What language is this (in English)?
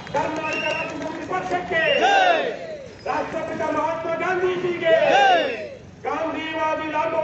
Kannada